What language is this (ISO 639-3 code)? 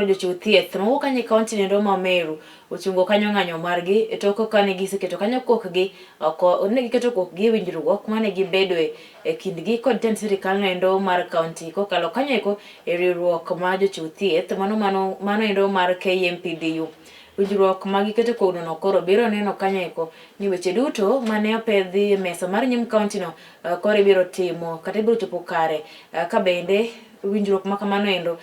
luo